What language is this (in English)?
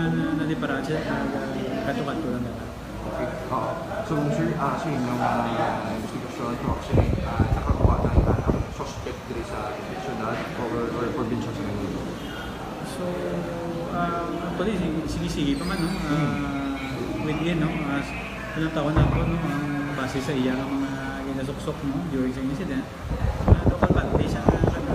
Hiligaynon